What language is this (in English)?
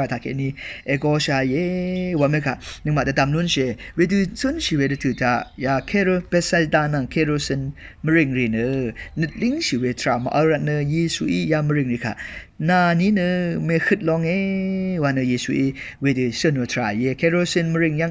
Rawang